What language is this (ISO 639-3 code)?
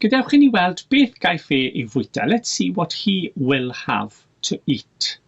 cym